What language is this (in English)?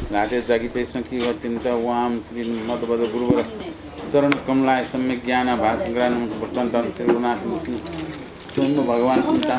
Newari